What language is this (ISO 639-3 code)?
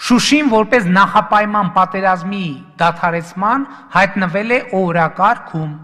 hye